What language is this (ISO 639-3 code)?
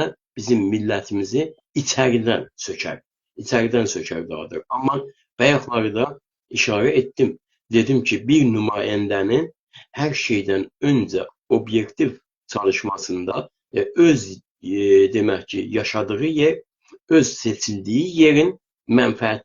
azb